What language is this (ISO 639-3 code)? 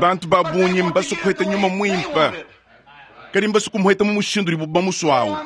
lua